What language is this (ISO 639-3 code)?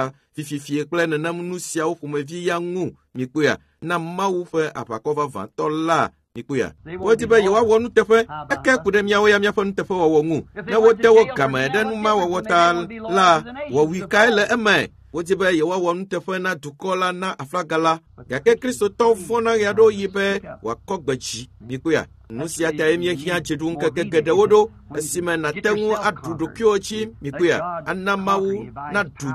ewe